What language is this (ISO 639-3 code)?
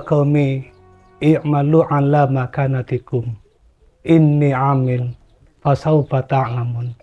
mad